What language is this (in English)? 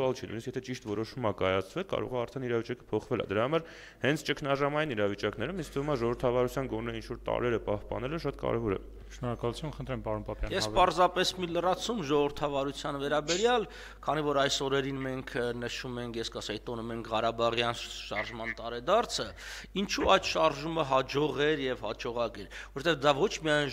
Armenian